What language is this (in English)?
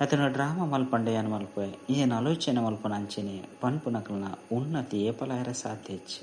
Tulu